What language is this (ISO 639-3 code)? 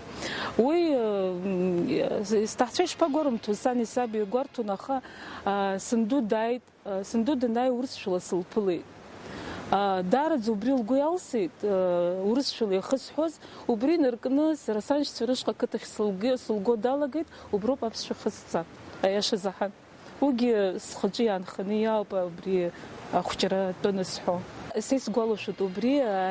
abk